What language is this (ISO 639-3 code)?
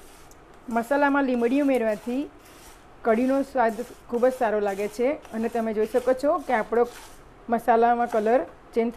guj